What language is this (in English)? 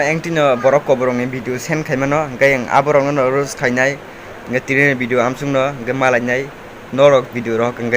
Kok Borok